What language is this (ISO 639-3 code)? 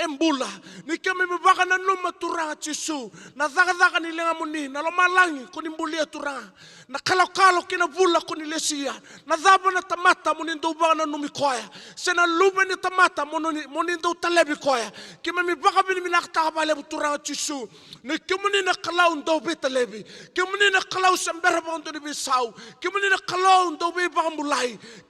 fij